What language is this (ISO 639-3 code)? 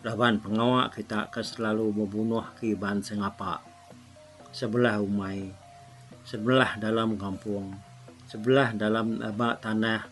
iba